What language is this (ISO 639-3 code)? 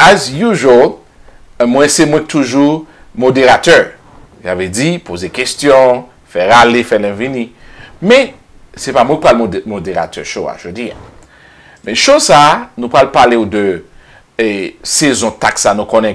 hat